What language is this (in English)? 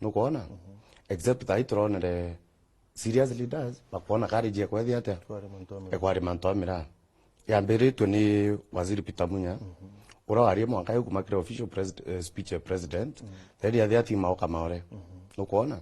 Meru